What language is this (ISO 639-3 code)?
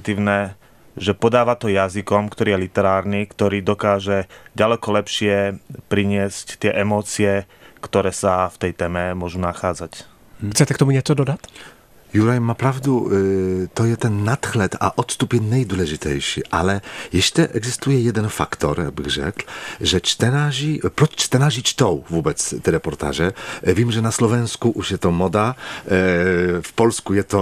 ces